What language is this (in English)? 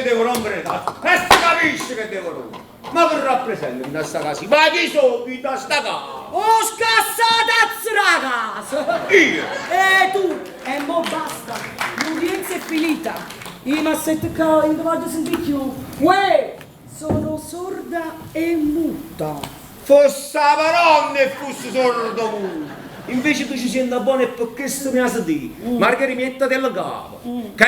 Neapolitan